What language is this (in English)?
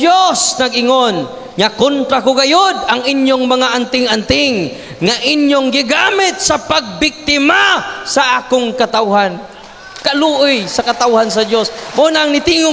Cebuano